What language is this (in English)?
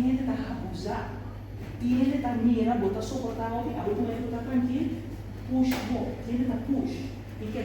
Papiamento